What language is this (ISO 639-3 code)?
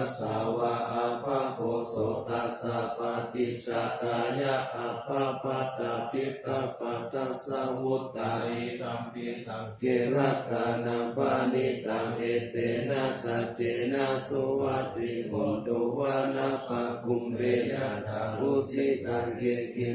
pli